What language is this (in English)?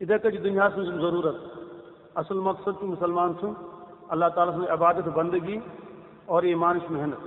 Kashmiri